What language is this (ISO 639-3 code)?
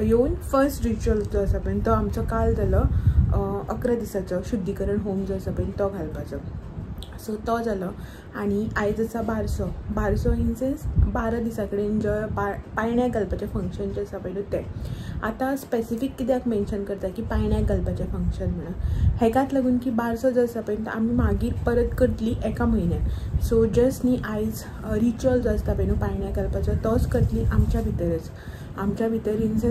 kok